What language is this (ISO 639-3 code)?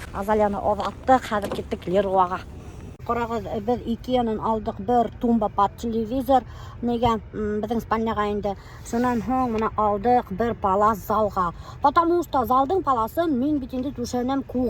bak